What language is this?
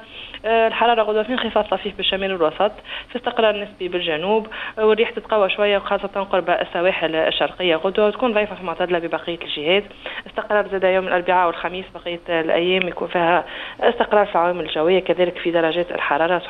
Tunisian Arabic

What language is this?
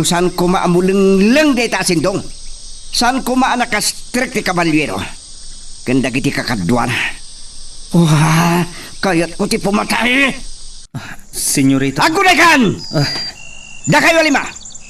Iloko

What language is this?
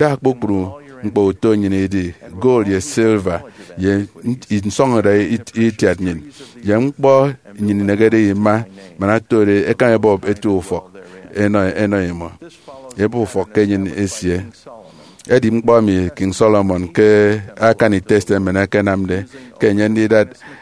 Efik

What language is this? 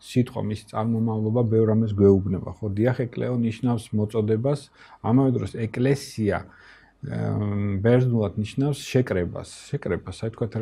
Georgian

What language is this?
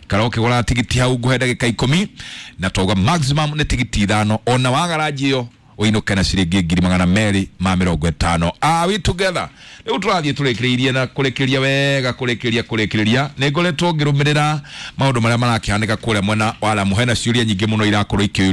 Kikuyu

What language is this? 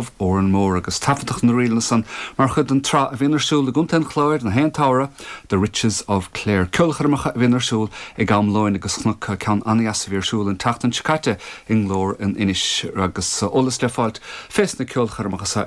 Irish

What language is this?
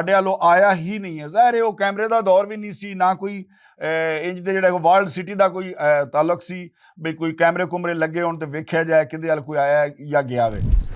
Western Panjabi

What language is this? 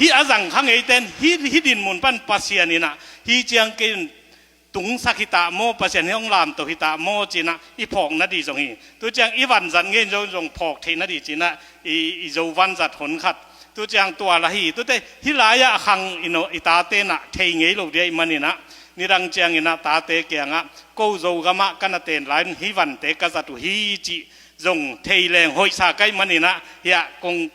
Tedim Chin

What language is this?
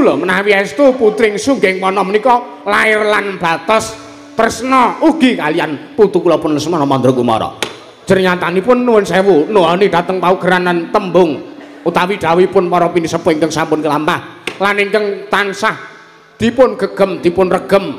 Javanese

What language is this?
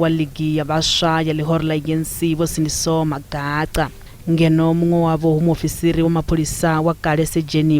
Venda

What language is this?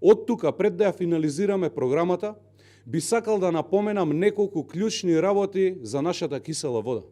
Macedonian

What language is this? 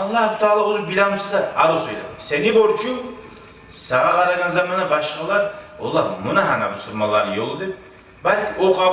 Kumyk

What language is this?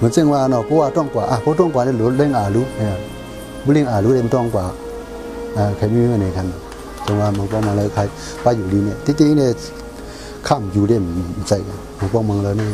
Shan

